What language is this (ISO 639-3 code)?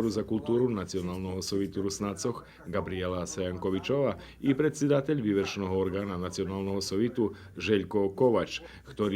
rue